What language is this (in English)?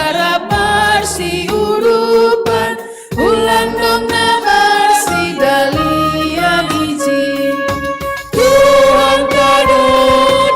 Batak Simalungun